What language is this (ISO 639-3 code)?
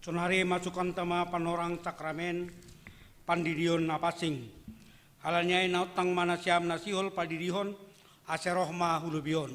bts